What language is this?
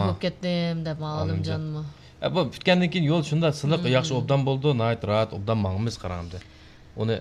Uyghur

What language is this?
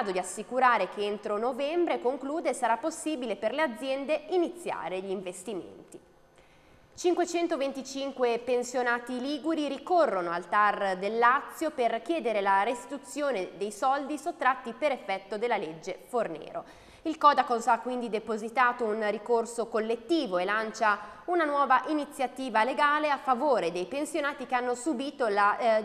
Italian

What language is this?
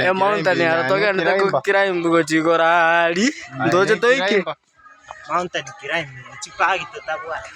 Gusii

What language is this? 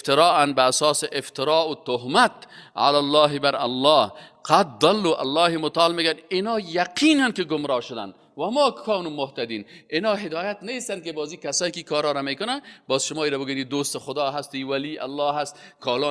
Persian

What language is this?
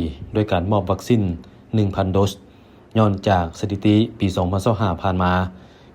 Lao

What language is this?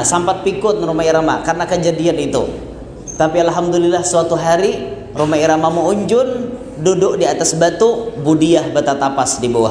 Banjar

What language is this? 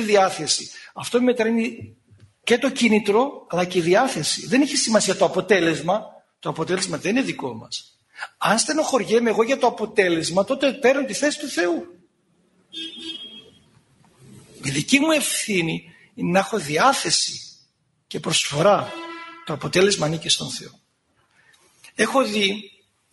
Greek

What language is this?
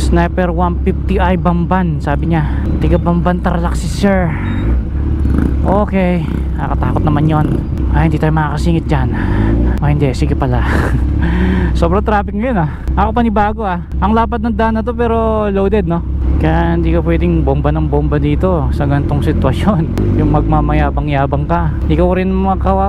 Filipino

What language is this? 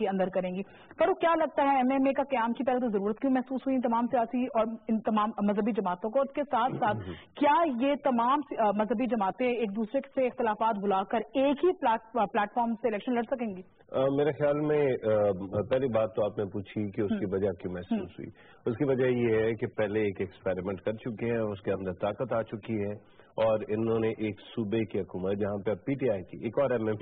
Urdu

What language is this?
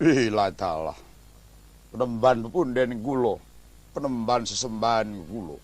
Javanese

